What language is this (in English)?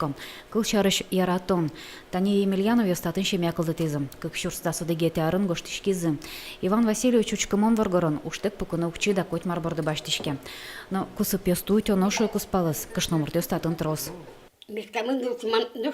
Udmurt